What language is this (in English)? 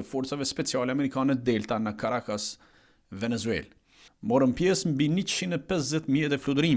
Albanian